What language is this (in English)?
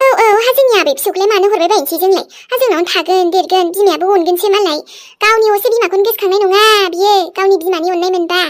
Bodo